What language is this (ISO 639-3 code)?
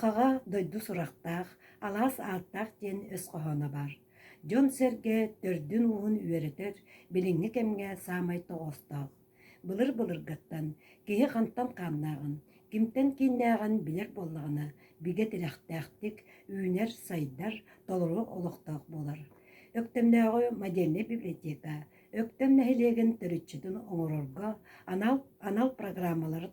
sah